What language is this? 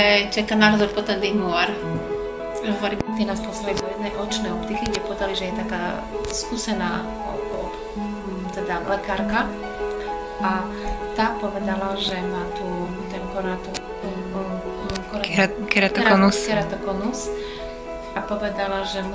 Slovak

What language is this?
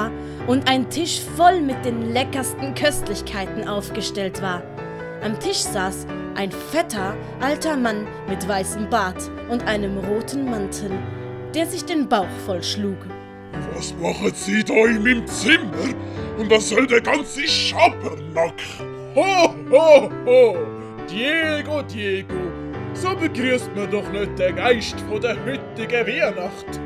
Swiss German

